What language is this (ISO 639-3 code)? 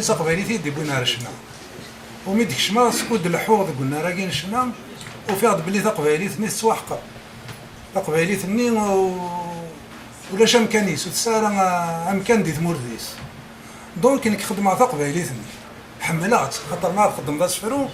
kab